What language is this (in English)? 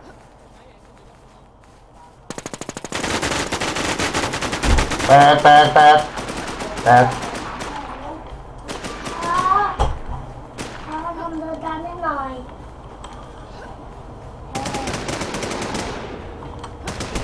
Thai